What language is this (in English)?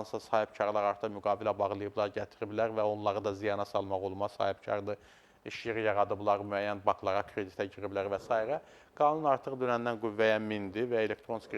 Azerbaijani